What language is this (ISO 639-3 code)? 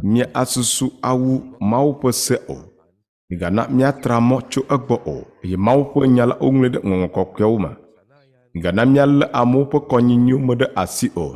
ewe